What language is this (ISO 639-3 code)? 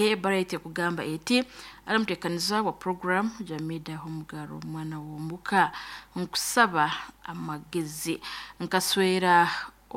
nyn